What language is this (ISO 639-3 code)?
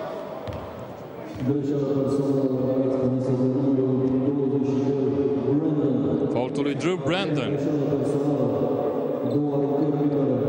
ron